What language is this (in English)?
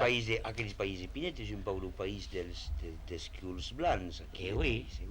Occitan